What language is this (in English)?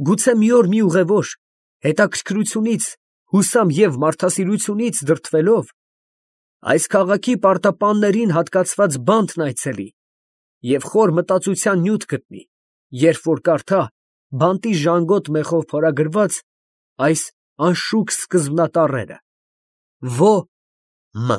Armenian